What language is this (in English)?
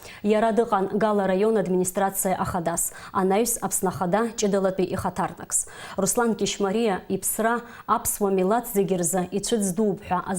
Abkhazian